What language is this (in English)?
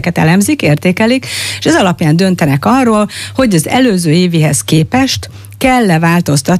Hungarian